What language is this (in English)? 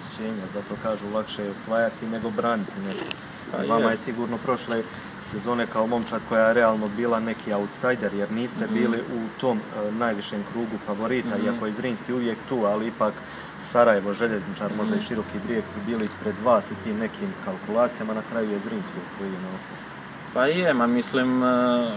Croatian